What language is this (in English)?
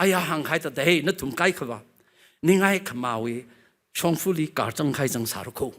Tangkhul Naga (India)